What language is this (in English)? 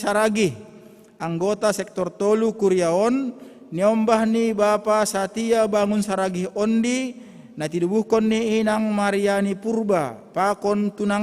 Batak Simalungun